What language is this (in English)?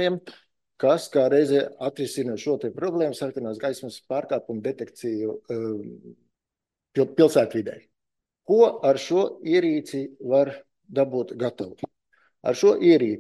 Latvian